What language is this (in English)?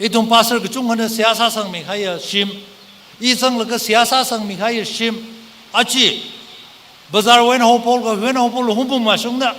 Tangkhul Naga (India)